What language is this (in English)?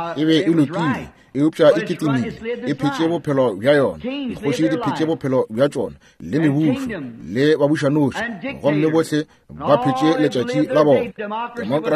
Northern Sotho